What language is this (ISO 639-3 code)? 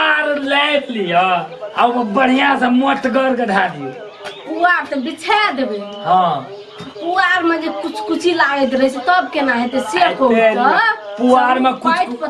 mai